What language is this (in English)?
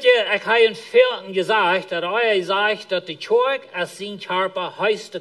Plautdietsch